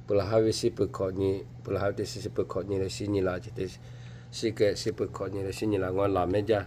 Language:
Lahu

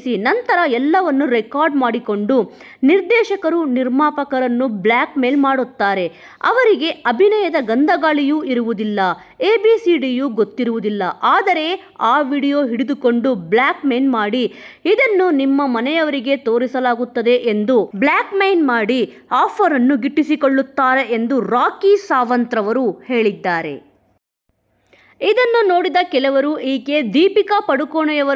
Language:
Kannada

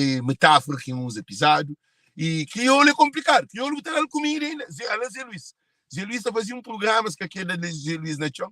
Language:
Kabuverdianu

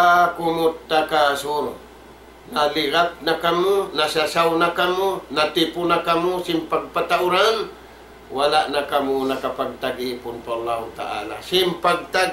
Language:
Tausug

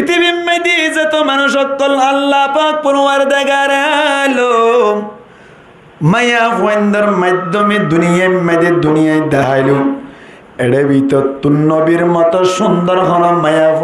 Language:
Rohingya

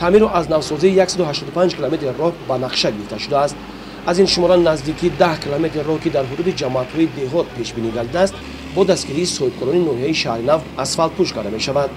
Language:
Tajik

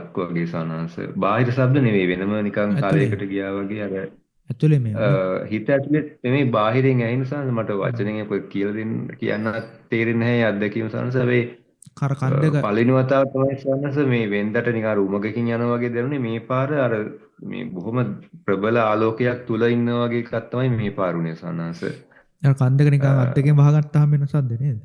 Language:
Sinhala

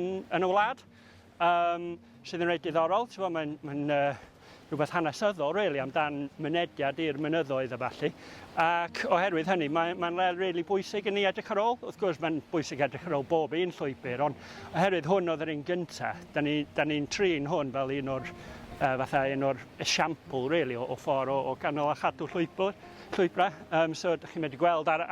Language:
Welsh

